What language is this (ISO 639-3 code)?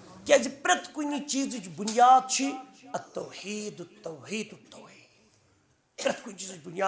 kas